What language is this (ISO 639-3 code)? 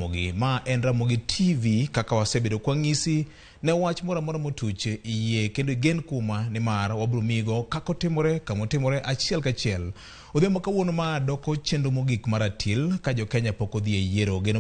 luo